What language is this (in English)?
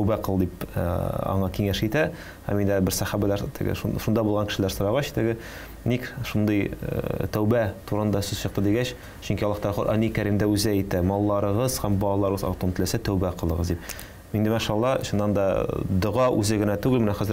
Tatar